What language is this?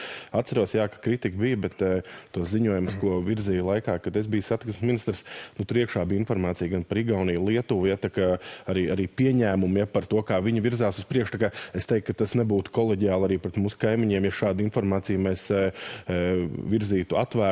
Latvian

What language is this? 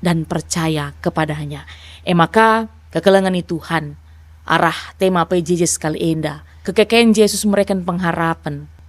Batak Karo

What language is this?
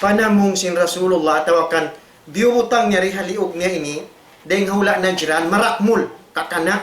Tausug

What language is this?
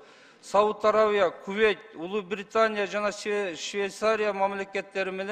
Kyrgyz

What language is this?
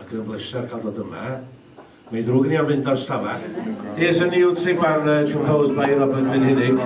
Welsh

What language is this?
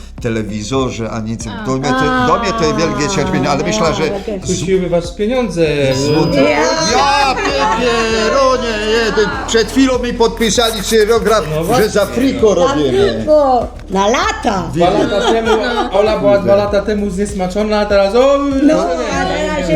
Silesian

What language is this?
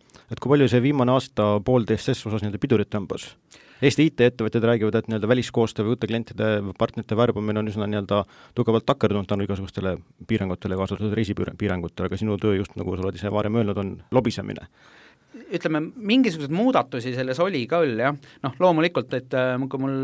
Estonian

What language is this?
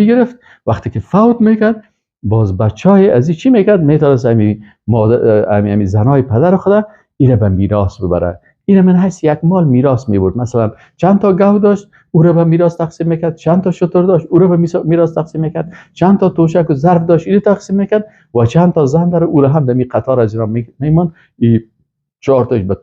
Persian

